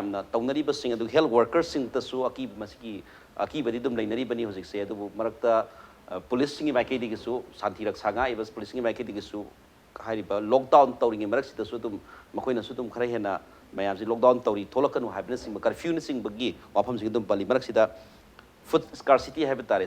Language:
Manipuri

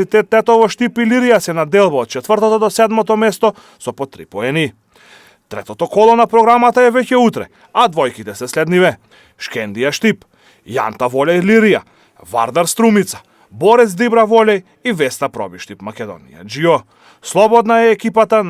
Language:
Macedonian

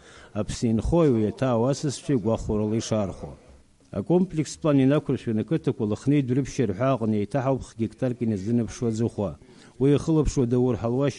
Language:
Abkhazian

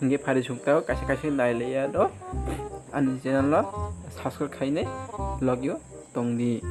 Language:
Kok Borok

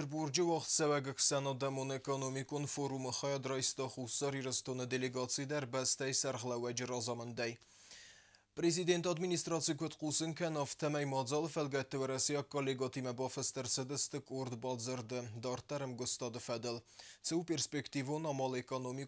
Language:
Ossetic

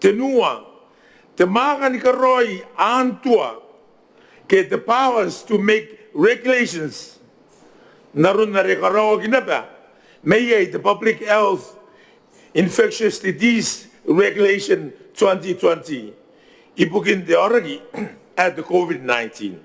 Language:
Gilbertese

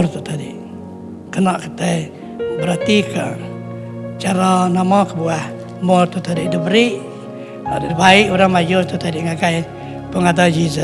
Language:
Iban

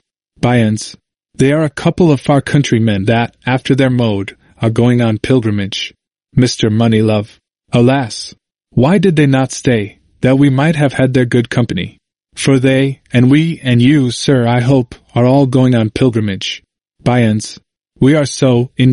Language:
English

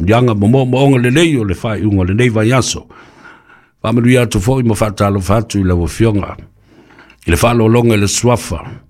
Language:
Samoan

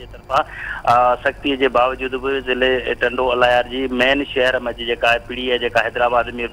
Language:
Sindhi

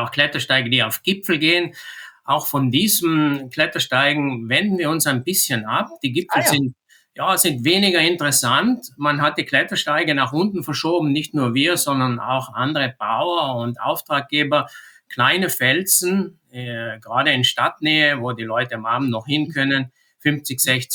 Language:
German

